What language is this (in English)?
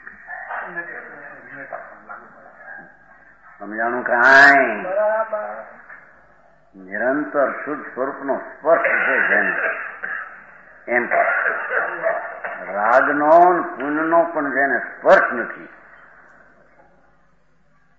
Gujarati